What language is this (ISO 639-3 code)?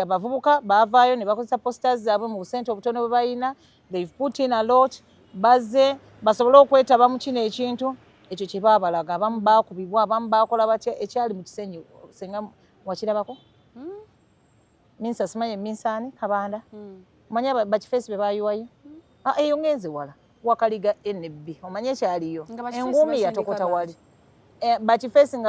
lug